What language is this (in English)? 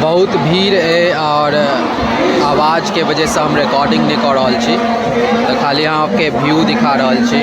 Maithili